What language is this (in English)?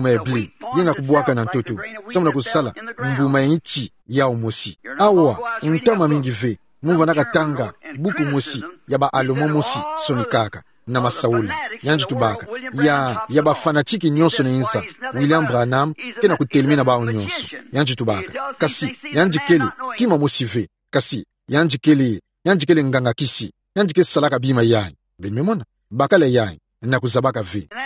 Kituba (Democratic Republic of Congo)